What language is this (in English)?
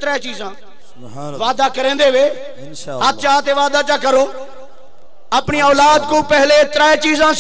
Saraiki